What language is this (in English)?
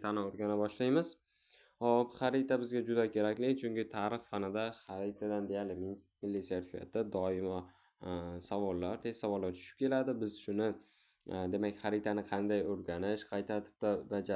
Uzbek